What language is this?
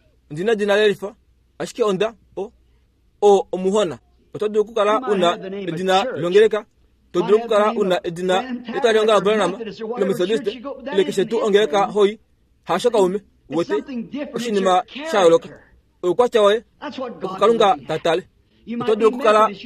Kuanyama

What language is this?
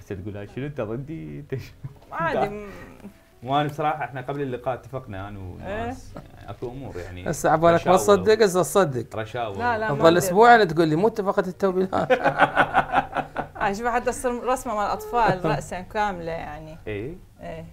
Mesopotamian Arabic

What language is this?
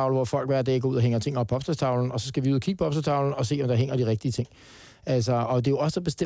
Danish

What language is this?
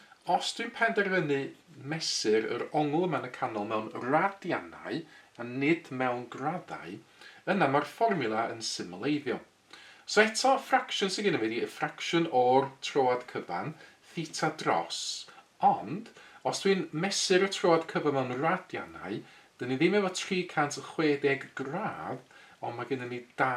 Welsh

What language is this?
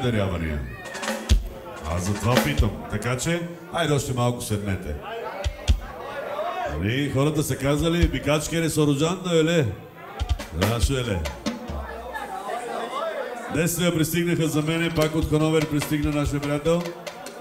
Bulgarian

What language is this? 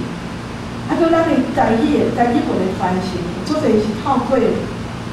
Min Nan Chinese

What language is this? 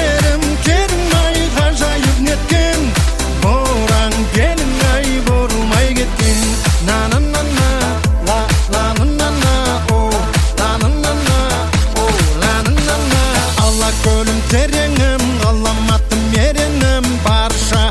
Kazakh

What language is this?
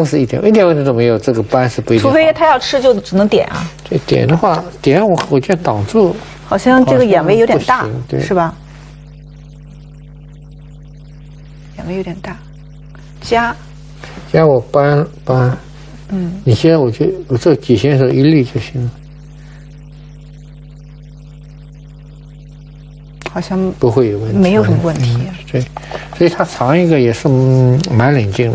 Chinese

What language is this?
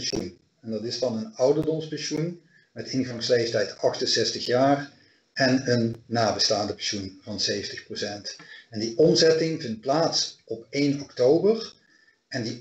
Dutch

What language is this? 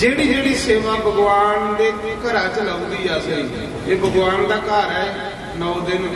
Dogri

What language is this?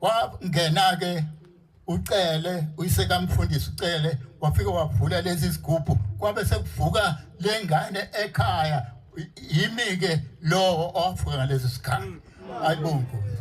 Zulu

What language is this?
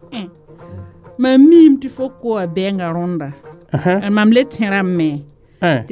Mossi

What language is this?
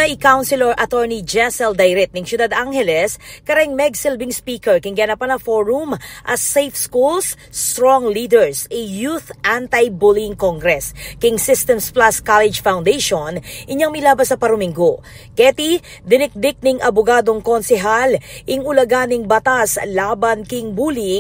Pampanga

